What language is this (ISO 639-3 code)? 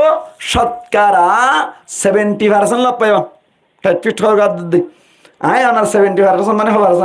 rhg